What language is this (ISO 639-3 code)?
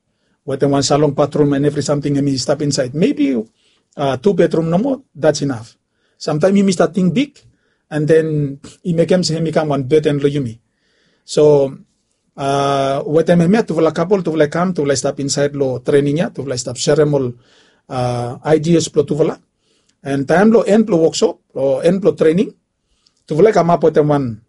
bis